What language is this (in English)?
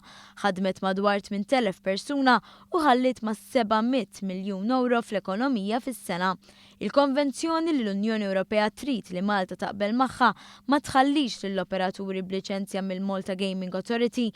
Maltese